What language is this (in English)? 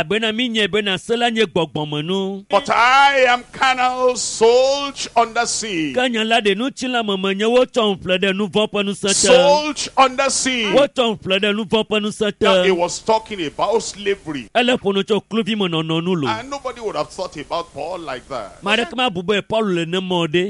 Ewe